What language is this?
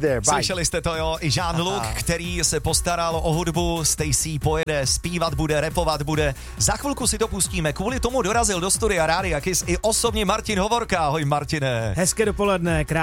Czech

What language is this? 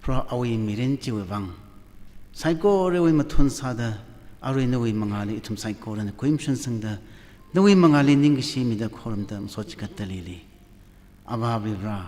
Tangkhul Naga (India)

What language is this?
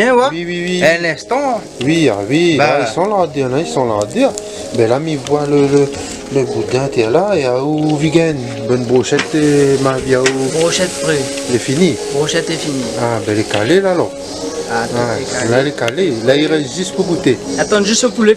Réunion Creole French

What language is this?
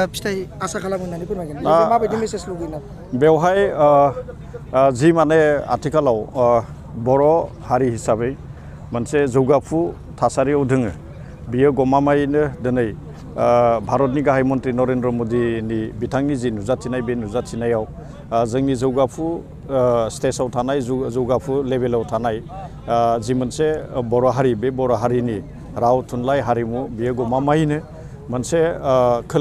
Bodo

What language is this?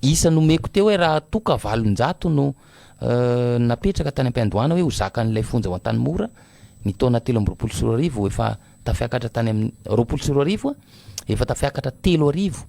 Malagasy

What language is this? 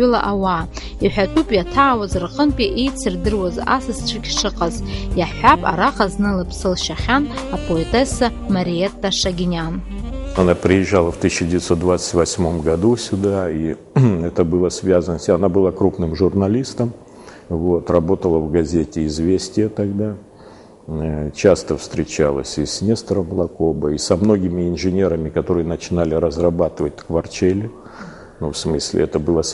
Abkhazian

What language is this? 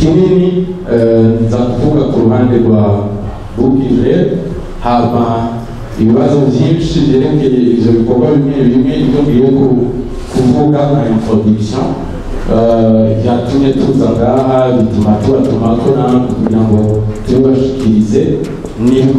Rundi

